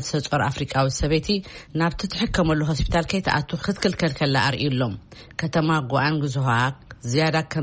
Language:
Tigrinya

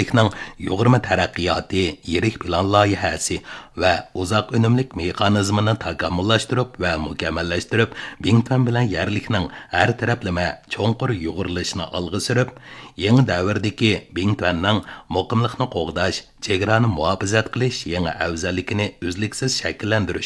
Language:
Uyghur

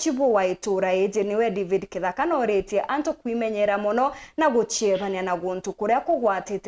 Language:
Meru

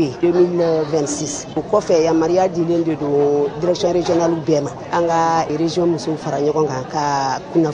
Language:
Bambara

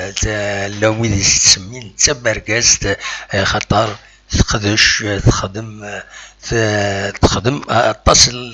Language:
Kabyle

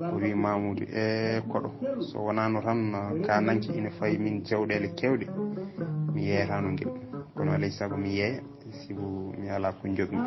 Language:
Fula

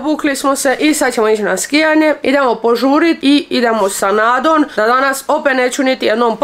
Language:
Croatian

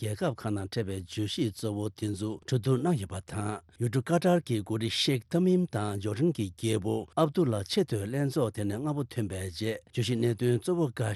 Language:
Tibetan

